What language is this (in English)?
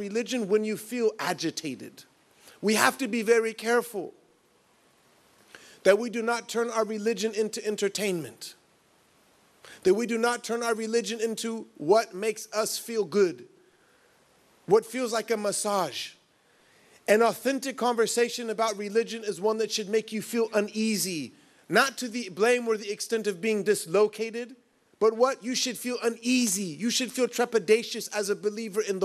English